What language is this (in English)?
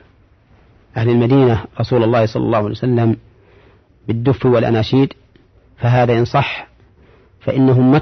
Arabic